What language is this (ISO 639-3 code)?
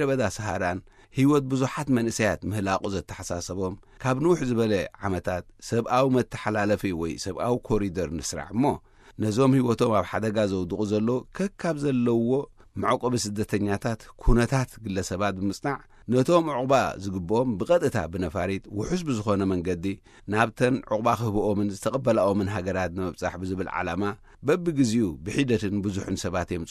tir